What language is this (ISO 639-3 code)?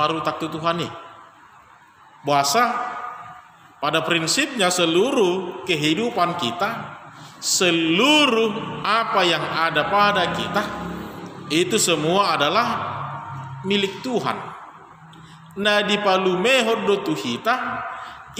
ind